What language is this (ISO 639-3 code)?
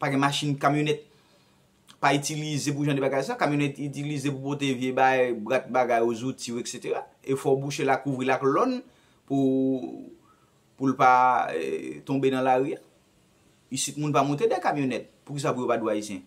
hat